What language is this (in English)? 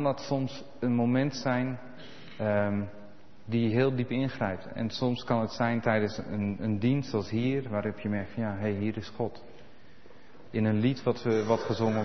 Dutch